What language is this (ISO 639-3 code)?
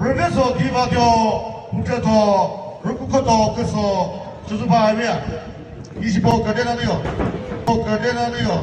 nri